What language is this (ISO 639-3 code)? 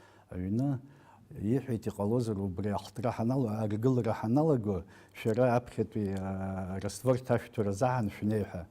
abk